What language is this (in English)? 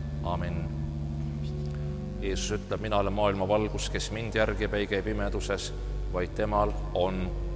Estonian